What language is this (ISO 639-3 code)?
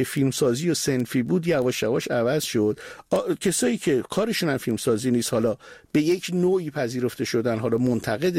fas